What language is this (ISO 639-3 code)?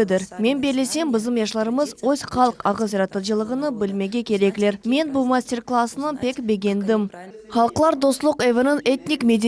crh